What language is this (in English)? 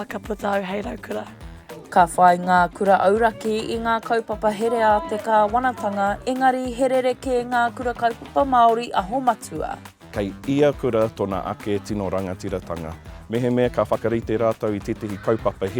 Māori